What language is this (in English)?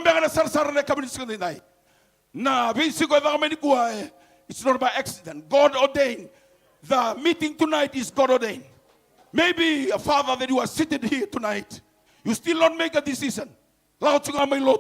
Fijian